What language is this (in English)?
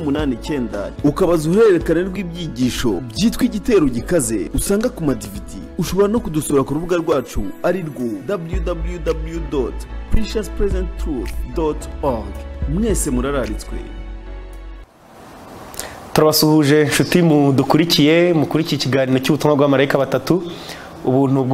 Kinyarwanda